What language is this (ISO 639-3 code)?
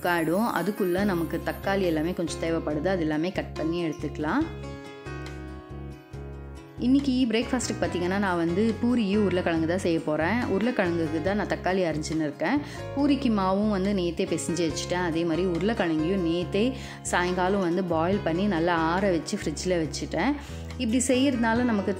tam